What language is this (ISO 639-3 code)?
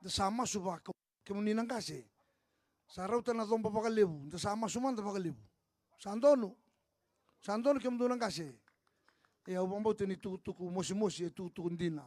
fij